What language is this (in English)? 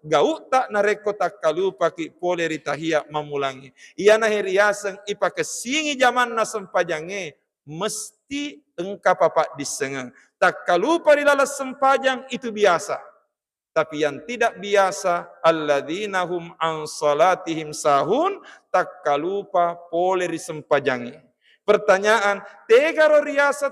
Buginese